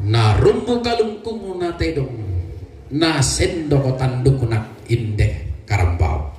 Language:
Toraja-Sa'dan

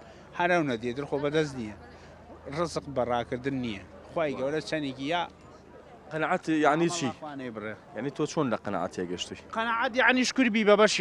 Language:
Central Kurdish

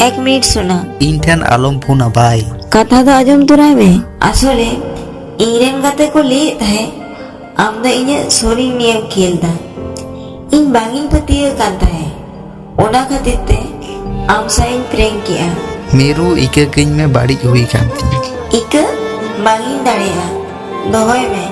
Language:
Santali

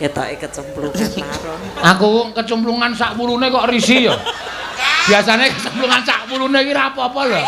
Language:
Javanese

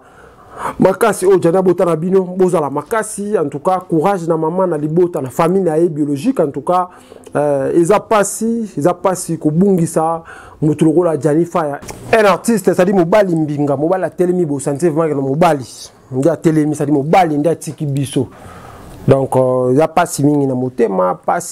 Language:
Lingala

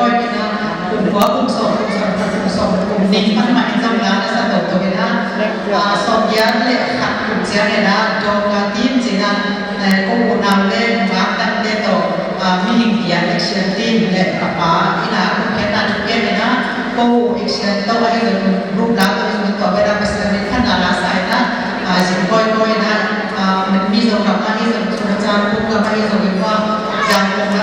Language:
Tedim Chin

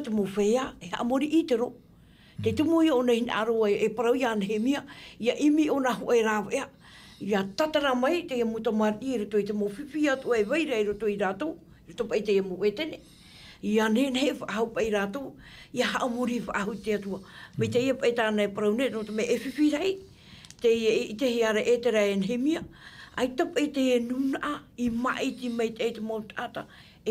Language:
Tahitian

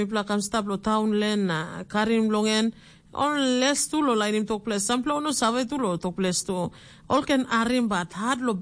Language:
Tok Pisin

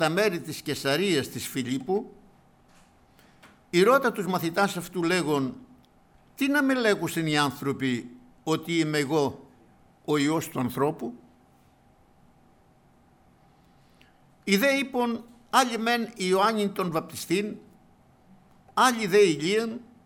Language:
Greek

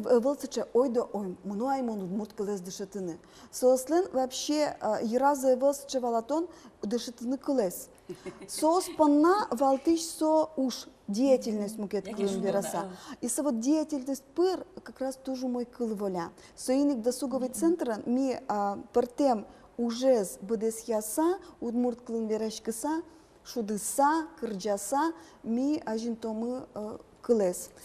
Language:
Udmurt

